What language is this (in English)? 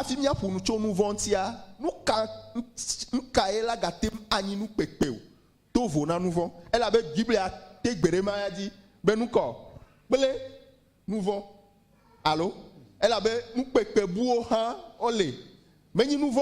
Ewe